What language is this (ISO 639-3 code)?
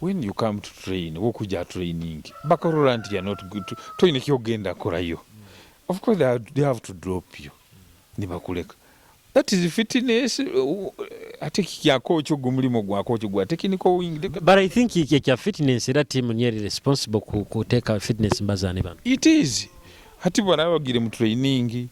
nyo